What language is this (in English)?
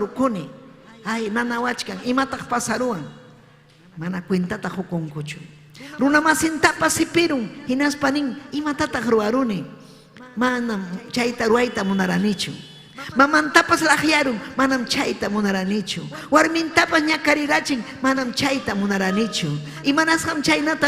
Ayacucho Quechua